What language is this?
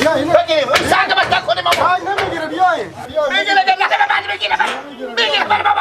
Persian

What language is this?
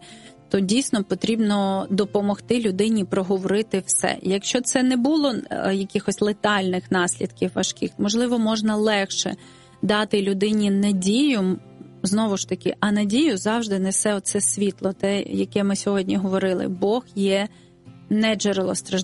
Ukrainian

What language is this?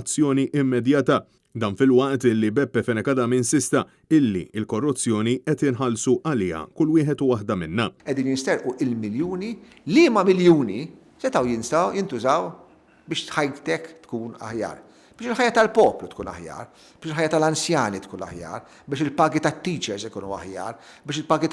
Maltese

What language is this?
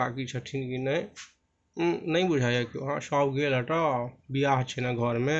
Maithili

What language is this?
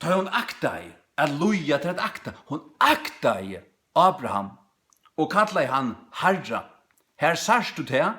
Faroese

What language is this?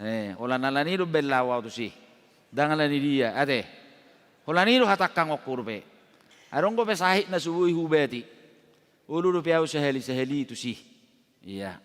Batak Toba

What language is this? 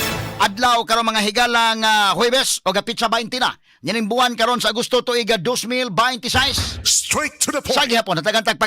Cebuano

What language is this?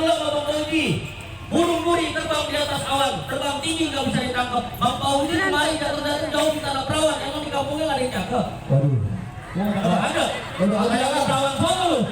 Betawi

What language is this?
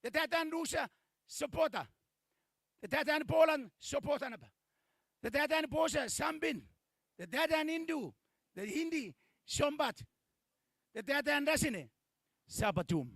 Gilbertese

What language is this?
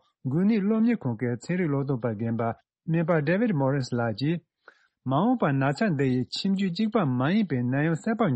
Tibetan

